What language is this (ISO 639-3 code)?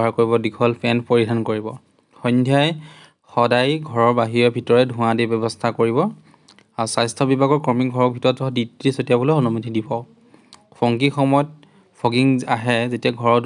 asm